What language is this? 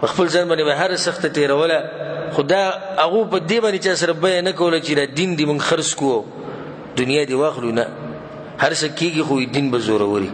Pashto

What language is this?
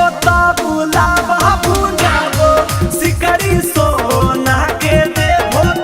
Magahi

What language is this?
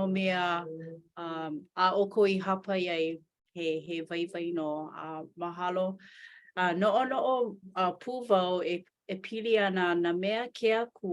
Hawaiian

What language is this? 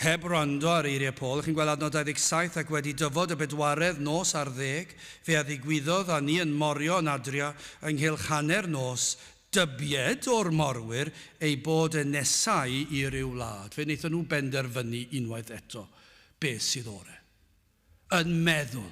Welsh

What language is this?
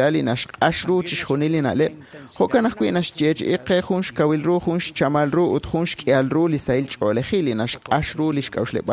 Kekchí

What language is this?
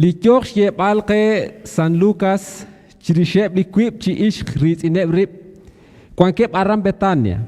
Kekchí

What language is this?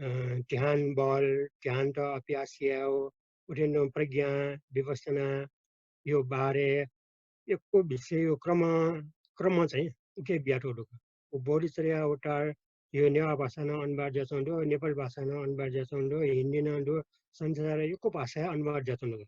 Newari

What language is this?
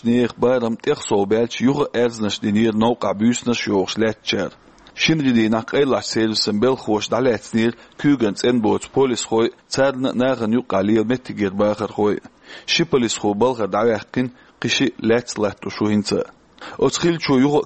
Chechen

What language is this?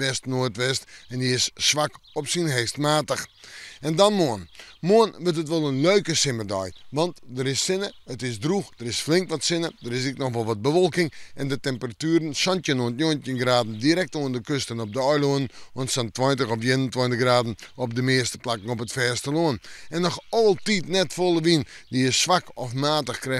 Western Frisian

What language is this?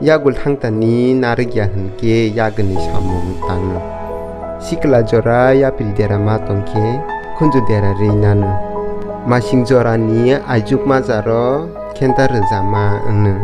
Kok Borok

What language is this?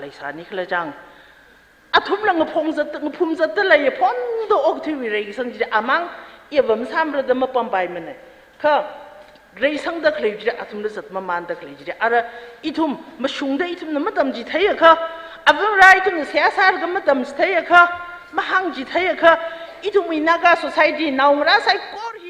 Tangkhul Naga (India)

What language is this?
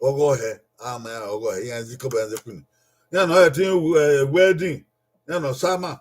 Bini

